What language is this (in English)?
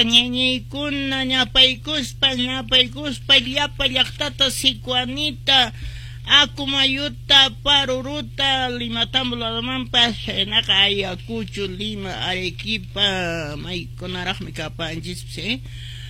Quechua